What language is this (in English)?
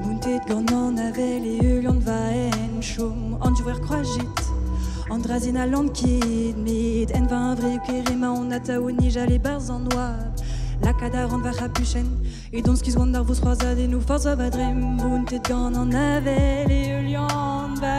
Breton